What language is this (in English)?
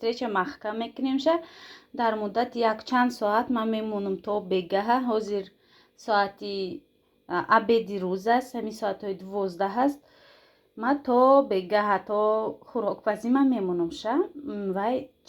Tajik